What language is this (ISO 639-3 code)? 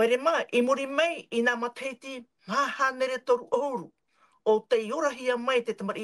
tah